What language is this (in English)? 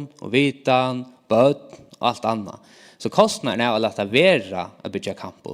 Faroese